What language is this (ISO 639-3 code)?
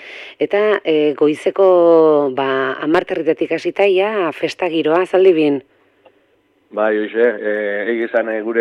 eus